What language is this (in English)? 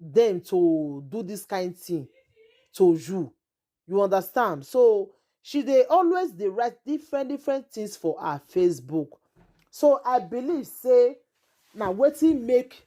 Nigerian Pidgin